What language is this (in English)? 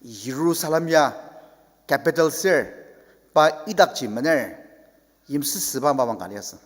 Ao Naga